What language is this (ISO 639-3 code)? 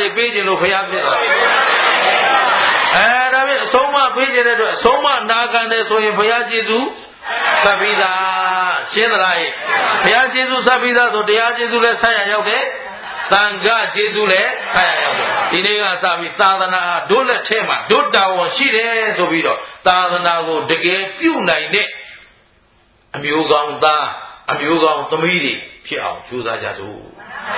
mya